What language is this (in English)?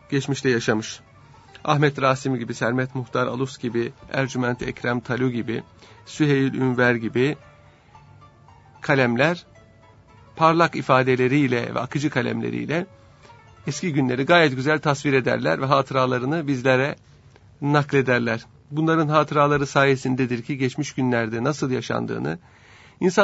Turkish